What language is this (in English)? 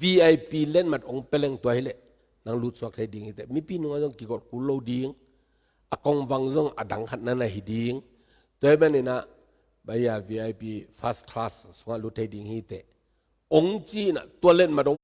Tedim Chin